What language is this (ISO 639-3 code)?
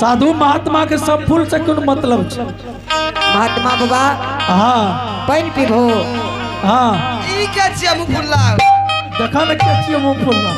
anp